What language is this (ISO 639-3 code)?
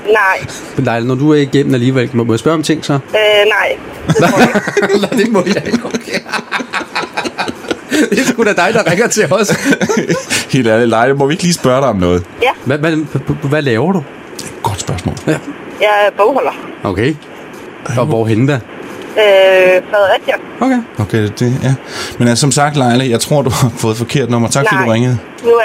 dan